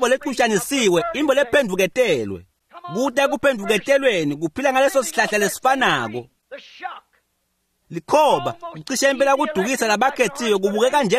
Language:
Swati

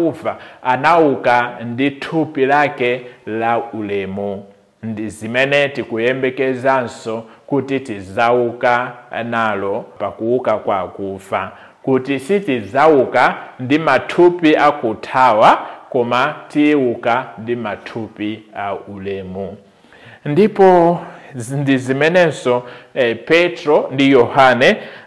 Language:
Nyanja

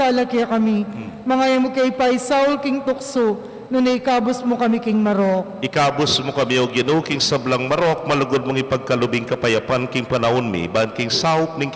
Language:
Pampanga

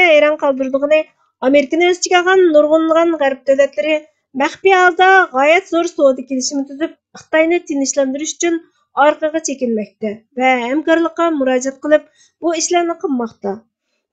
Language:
Uyghur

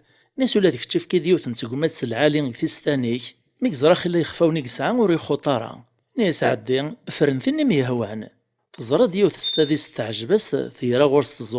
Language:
Kabyle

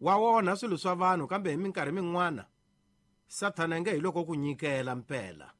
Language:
Tsonga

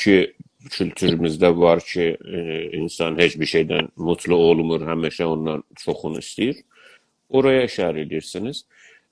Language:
South Azerbaijani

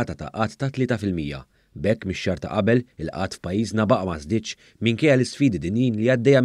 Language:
Maltese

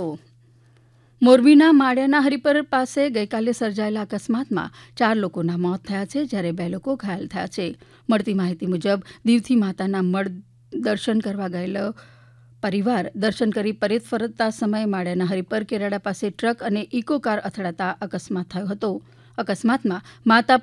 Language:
Gujarati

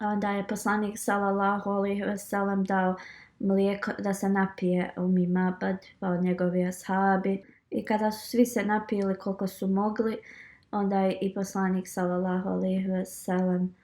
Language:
Bosnian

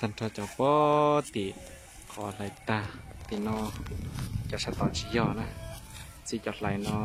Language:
Hmong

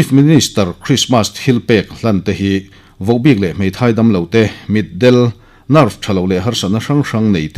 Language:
Mizo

